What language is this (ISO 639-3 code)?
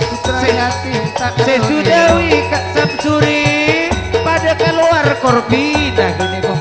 mad